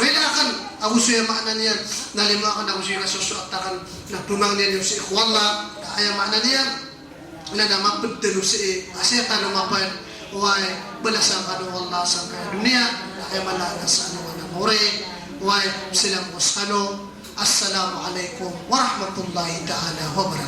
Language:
Maranao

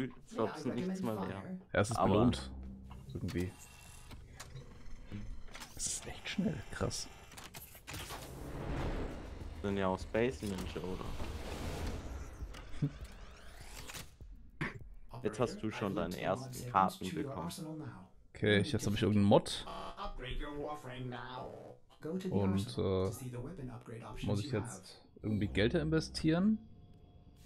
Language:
German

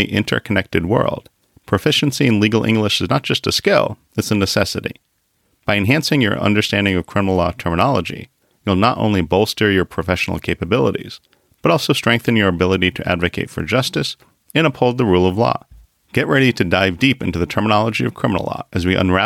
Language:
English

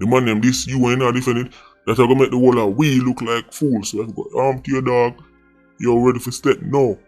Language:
Jamaican Creole English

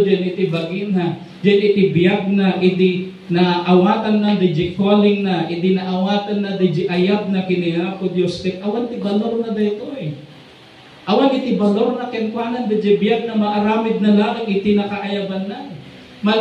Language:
Iloko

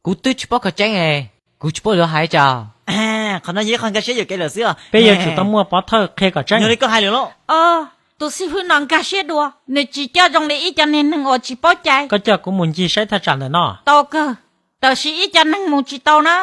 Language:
Hmong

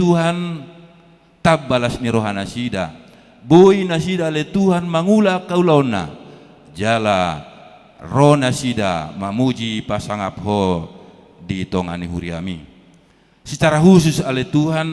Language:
Batak Toba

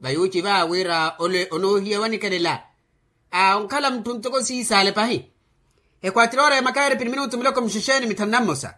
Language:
Makhuwa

